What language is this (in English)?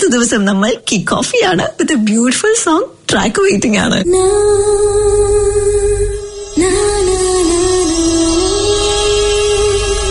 Malayalam